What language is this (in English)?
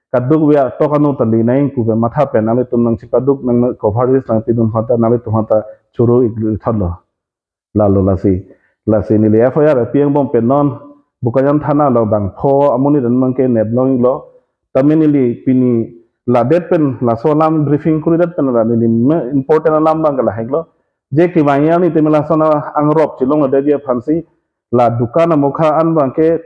Karbi